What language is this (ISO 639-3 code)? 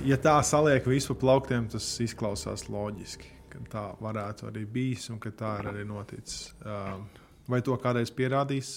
lav